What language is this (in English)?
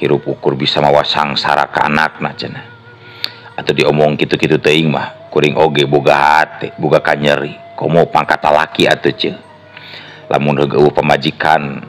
Sundanese